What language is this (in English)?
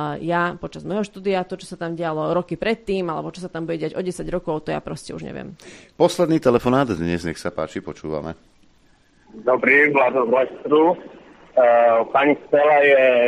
Slovak